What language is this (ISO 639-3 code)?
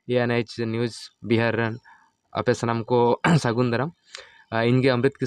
sat